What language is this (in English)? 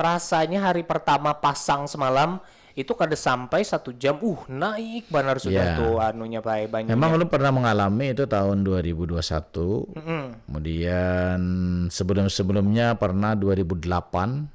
Banjar